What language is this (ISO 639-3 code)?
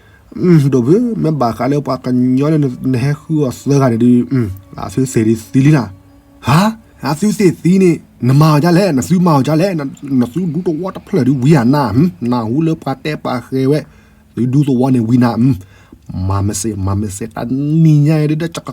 ksw